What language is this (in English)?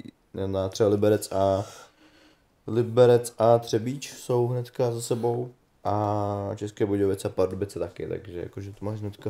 Czech